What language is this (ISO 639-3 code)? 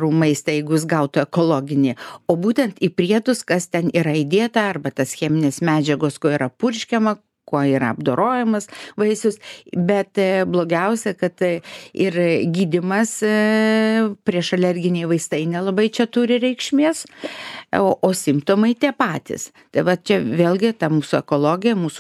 lit